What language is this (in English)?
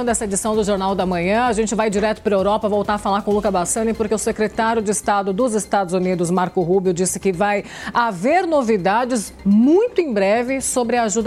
Portuguese